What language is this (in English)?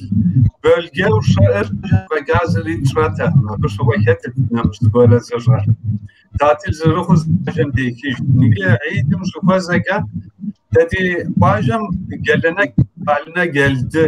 Kabardian